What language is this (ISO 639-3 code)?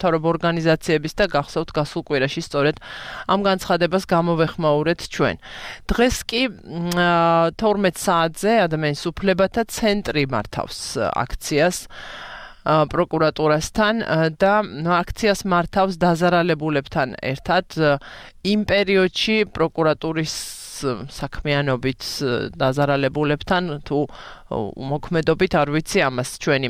kat